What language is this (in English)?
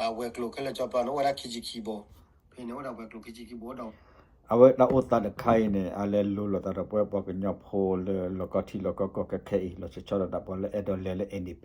S'gaw Karen